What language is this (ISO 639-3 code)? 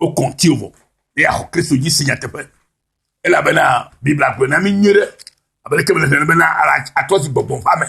ewe